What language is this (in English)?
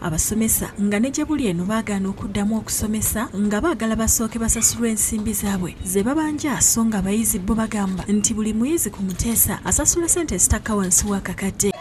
Ganda